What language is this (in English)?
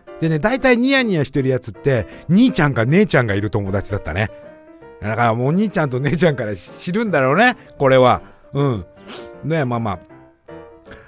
Japanese